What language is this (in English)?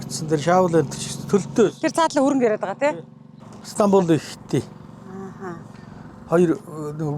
Mongolian